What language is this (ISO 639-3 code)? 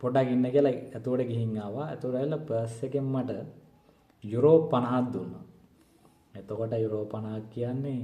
sin